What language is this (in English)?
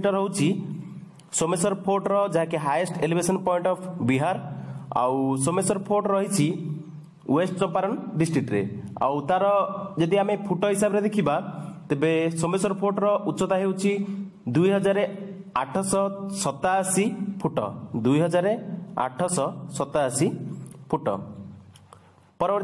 Odia